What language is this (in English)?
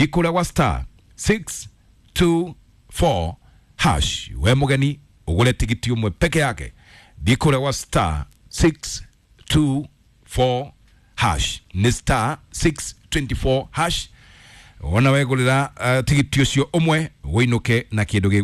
Kikuyu